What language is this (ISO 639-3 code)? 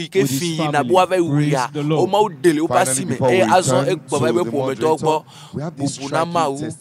ewe